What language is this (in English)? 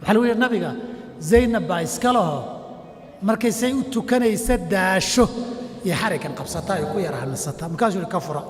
Somali